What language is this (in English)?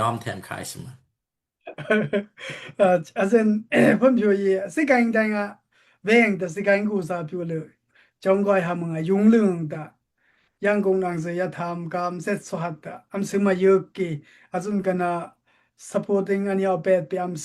Daai Chin